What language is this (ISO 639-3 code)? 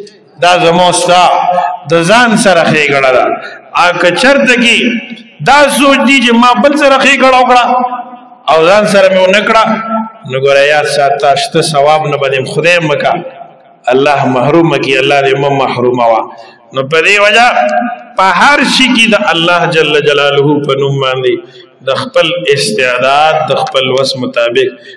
pus